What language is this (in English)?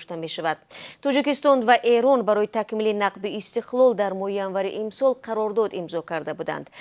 Tajik